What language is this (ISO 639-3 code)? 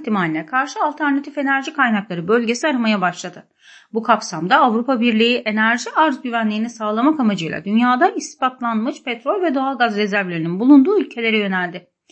tur